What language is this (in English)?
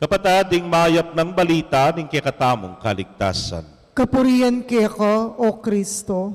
Pampanga